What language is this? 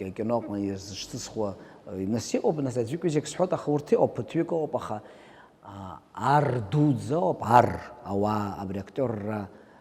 Abkhazian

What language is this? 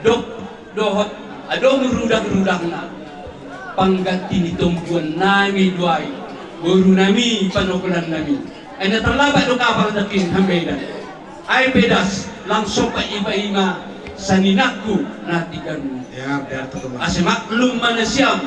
Batak Simalungun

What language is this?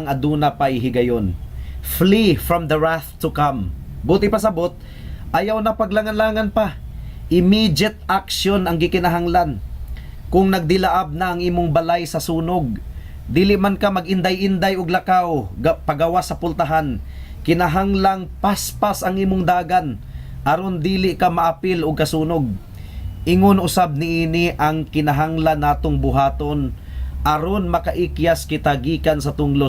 Cebuano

